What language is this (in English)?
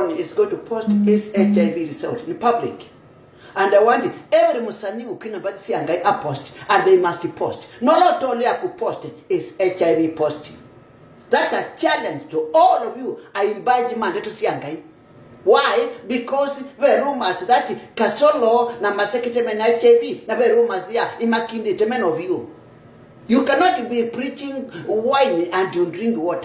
Kamba